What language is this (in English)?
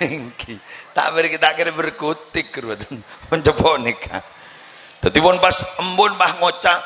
Madurese